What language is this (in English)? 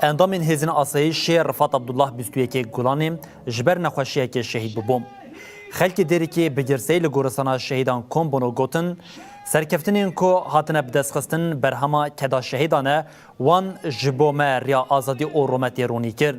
Kurdish